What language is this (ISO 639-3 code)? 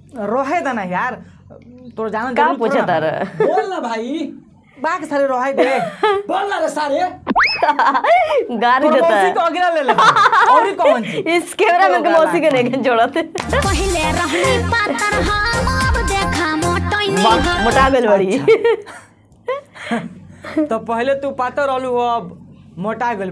bho